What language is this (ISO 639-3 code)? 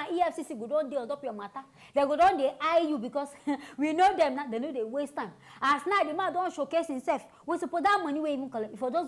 pcm